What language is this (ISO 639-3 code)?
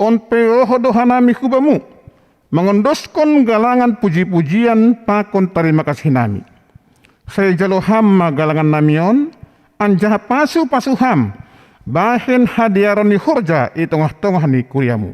bts